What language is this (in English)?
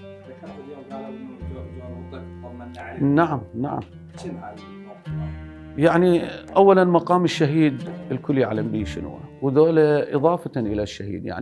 Mesopotamian Arabic